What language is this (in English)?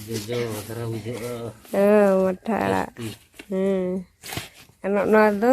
Santali